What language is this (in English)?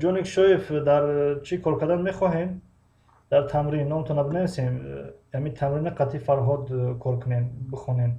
Tajik